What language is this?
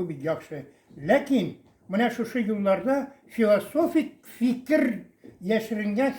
Tatar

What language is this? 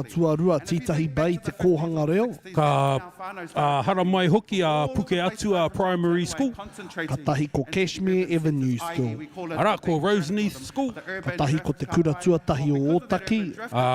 Māori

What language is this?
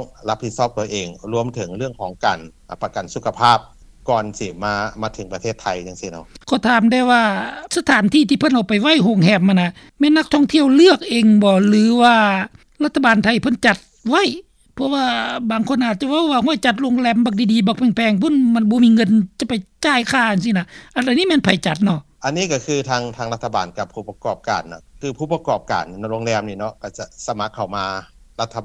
Lao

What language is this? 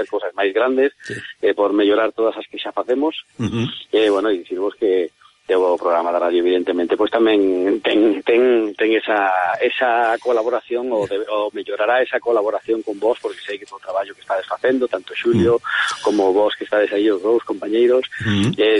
Galician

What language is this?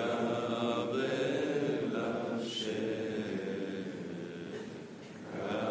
Portuguese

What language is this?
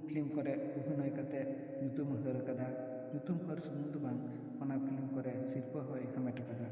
Santali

